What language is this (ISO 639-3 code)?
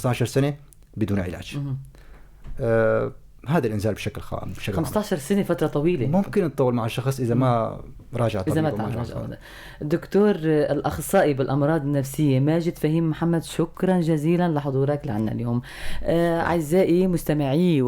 apc